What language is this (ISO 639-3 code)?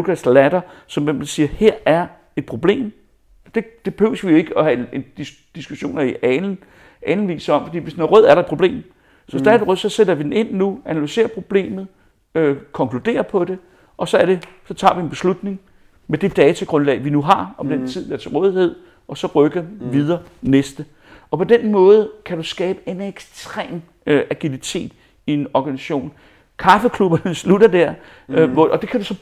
dan